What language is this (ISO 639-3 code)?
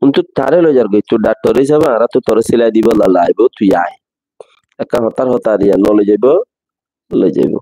rhg